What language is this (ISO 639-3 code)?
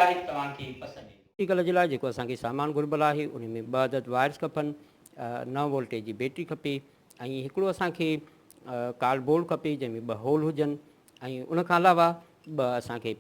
snd